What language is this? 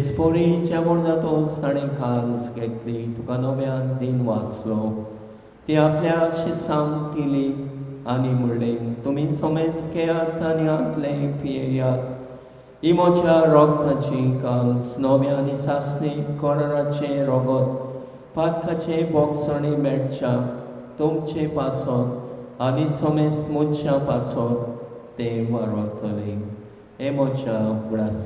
Konkani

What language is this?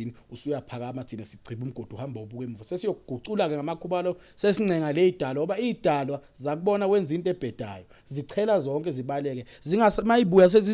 Zulu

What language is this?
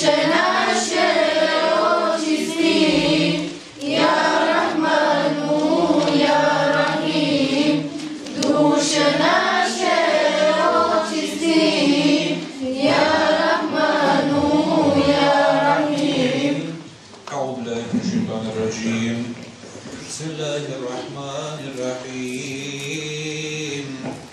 Bosnian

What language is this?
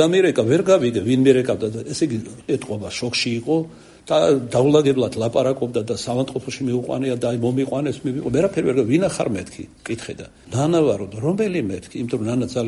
Georgian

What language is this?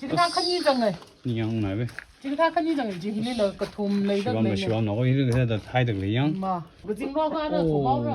Tangkhul Naga (India)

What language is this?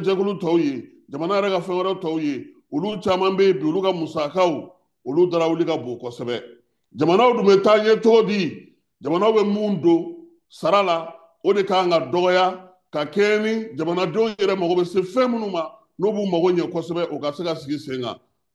Bambara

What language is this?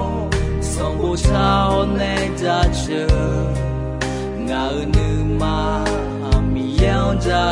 Akha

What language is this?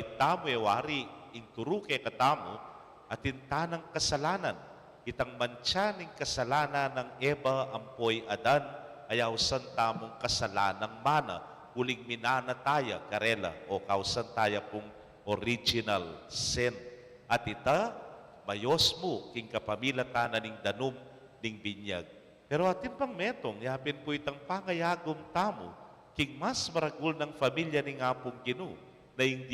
Pampanga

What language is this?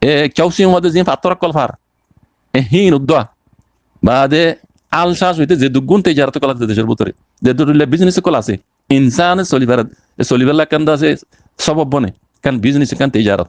Rohingya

